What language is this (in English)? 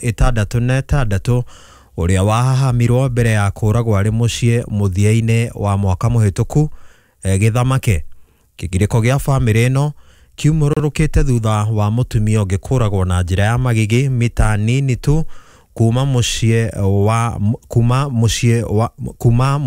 Kikuyu